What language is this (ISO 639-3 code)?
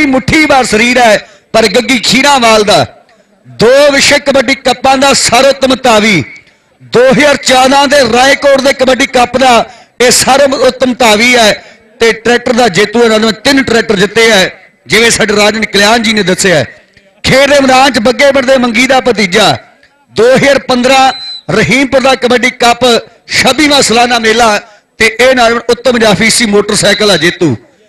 pan